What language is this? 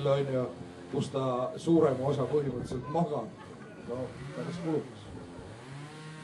Estonian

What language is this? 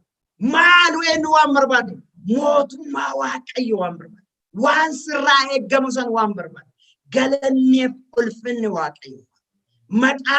Oromo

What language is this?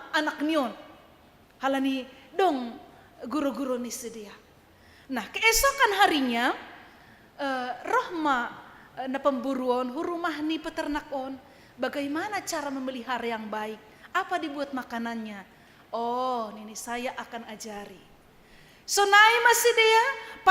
Batak Simalungun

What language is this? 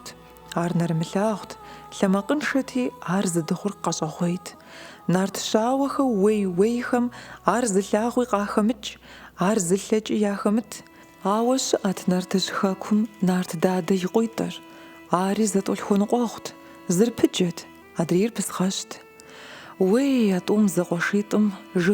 Kabardian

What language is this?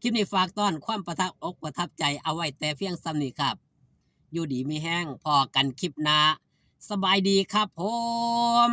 Lao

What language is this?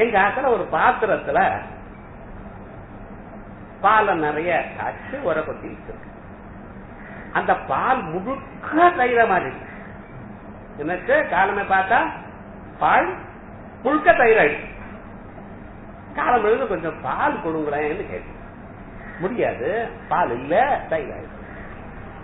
Tamil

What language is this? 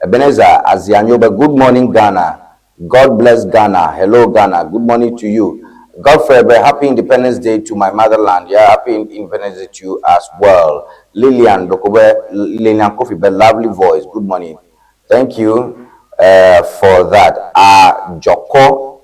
Ewe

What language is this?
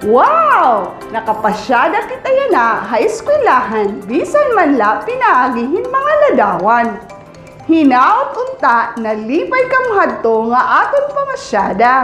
Waray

